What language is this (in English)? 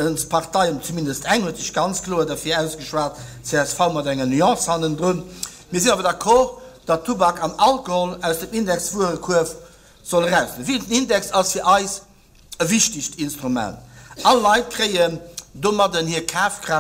Luxembourgish